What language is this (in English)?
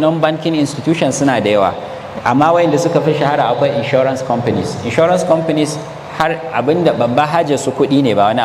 Hausa